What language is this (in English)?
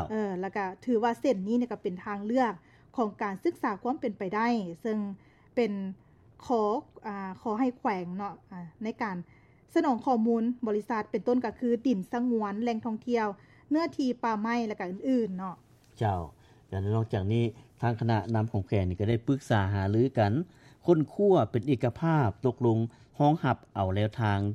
Lao